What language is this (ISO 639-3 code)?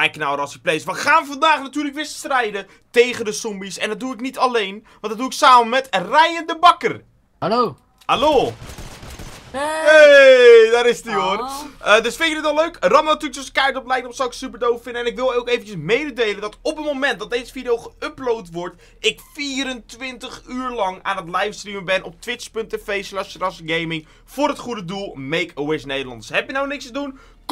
nld